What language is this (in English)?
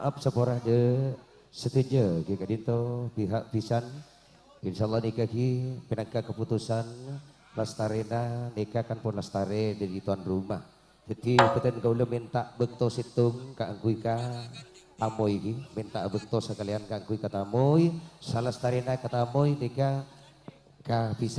Madurese